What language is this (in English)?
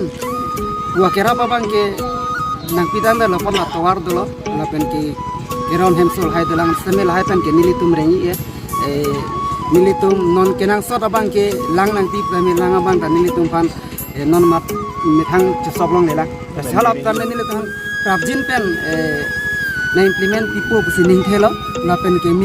Karbi